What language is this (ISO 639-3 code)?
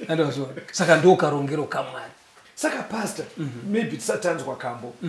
sna